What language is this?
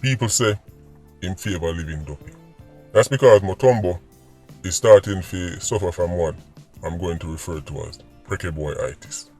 Jamaican Creole English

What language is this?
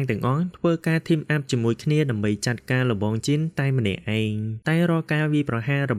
Khmer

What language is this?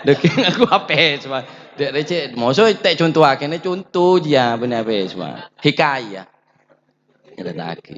Madurese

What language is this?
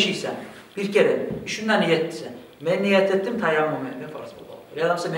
Kumyk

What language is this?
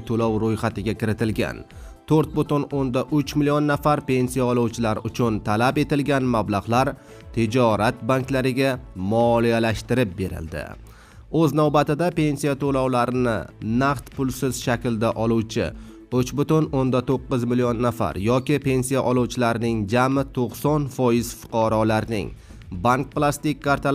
Uzbek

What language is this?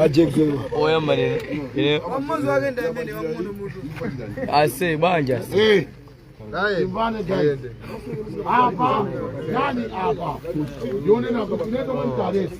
Nyanja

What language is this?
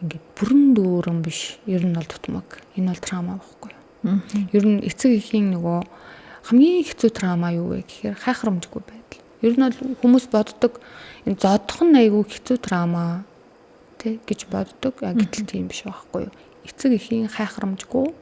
Mongolian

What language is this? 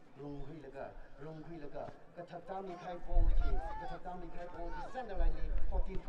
Tangkhul Naga (India)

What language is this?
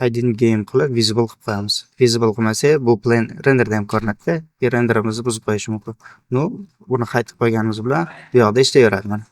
Uzbek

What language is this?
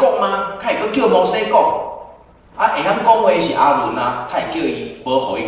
Min Nan Chinese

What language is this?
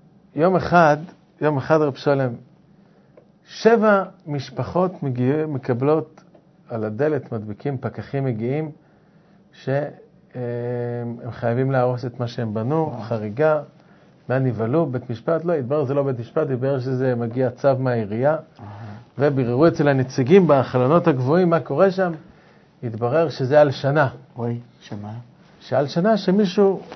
Hebrew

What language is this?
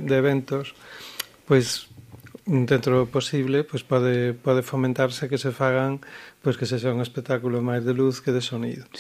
Galician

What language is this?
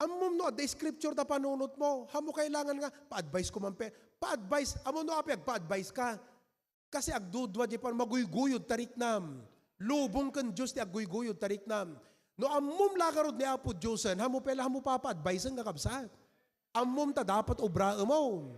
Iloko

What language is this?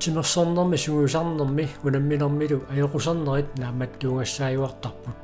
Kalaallisut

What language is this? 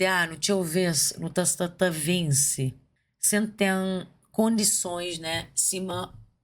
Kabuverdianu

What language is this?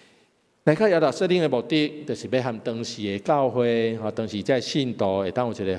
Min Nan Chinese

